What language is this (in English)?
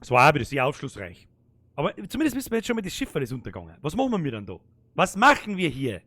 Bavarian